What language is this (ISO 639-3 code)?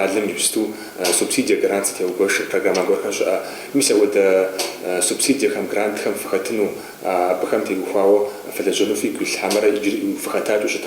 kbd